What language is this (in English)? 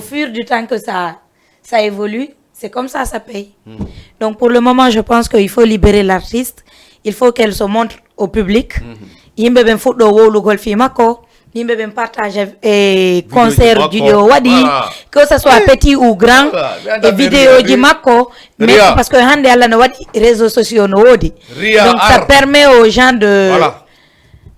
Fula